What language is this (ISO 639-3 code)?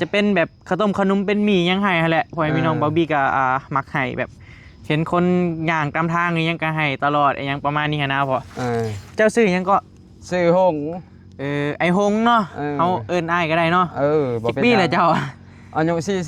tts